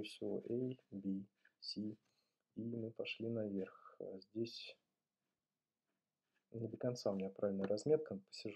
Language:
Russian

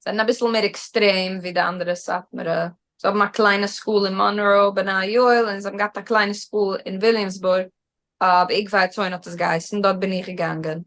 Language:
Yiddish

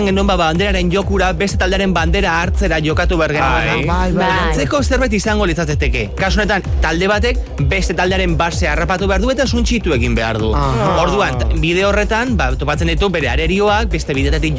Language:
Basque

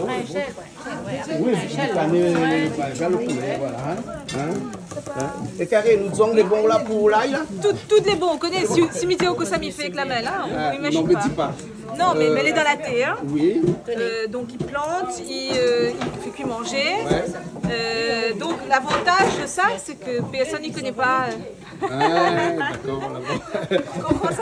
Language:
Réunion Creole French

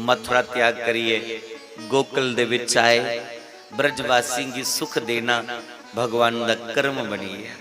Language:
Dogri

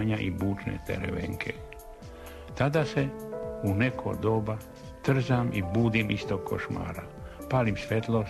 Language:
Serbian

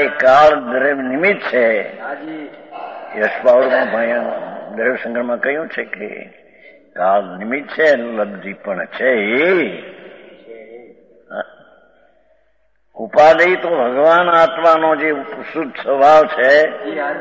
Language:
Gujarati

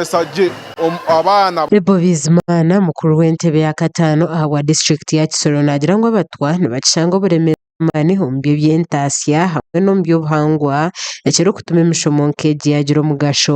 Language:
Nyankole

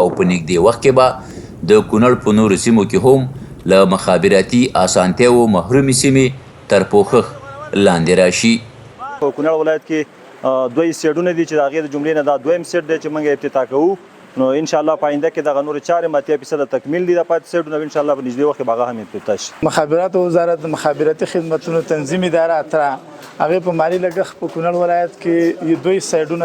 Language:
Pashto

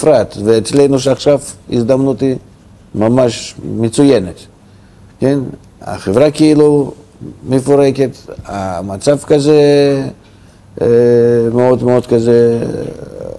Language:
Hebrew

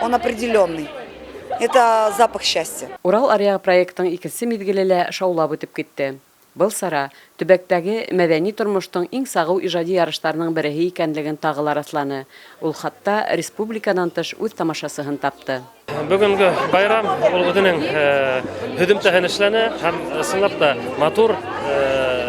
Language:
Bashkir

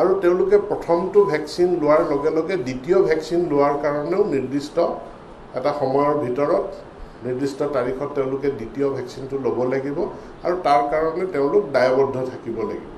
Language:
Assamese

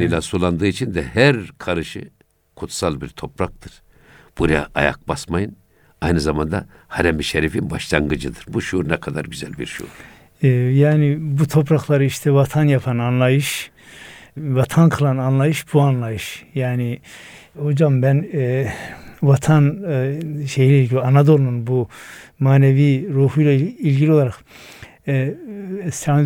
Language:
Turkish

